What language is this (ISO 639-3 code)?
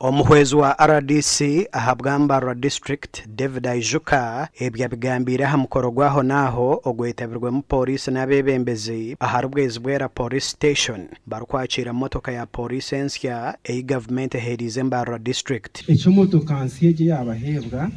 nyn